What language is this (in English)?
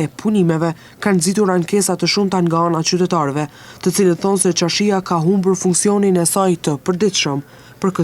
Albanian